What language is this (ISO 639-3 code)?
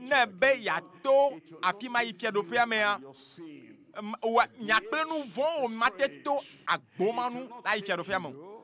ewe